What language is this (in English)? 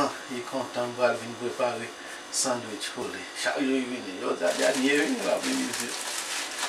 Haitian Creole